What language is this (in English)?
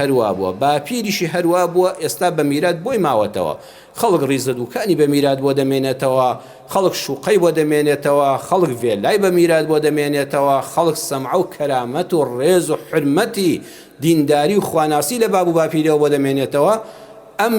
Central Kurdish